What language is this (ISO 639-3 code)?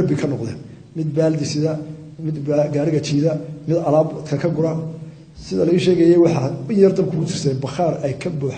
som